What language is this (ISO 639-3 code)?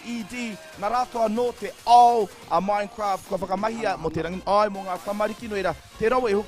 mri